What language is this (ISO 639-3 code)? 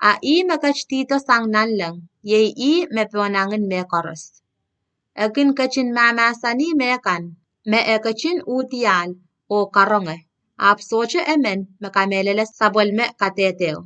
pon